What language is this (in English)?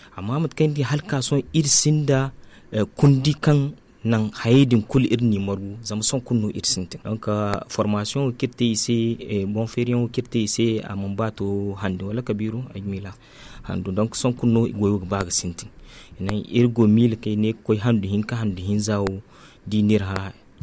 Zarma